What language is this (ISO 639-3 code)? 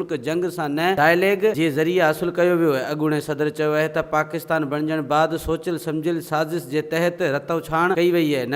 snd